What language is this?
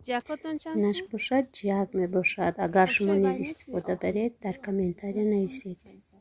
Tajik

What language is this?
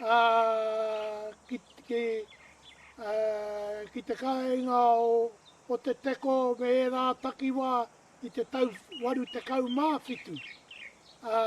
Māori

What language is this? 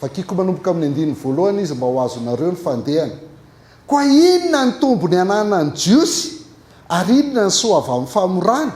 Malagasy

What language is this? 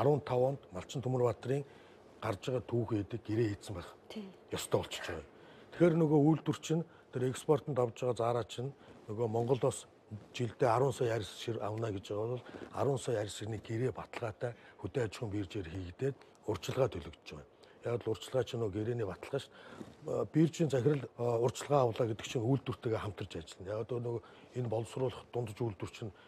Mongolian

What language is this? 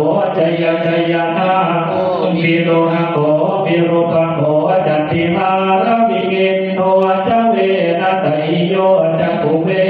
Pali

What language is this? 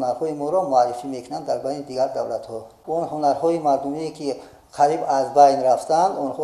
Tajik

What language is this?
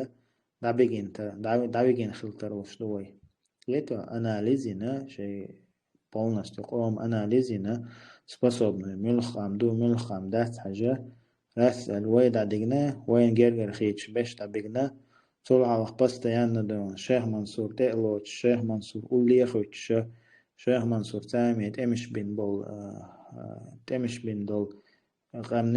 Chechen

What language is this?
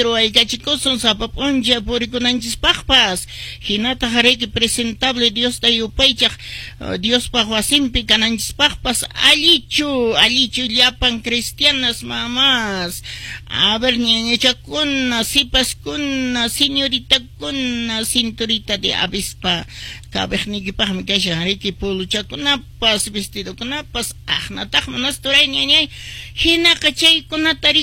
Quechua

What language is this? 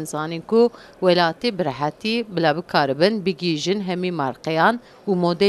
Kurdish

